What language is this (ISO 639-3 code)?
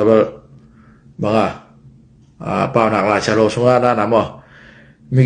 ctd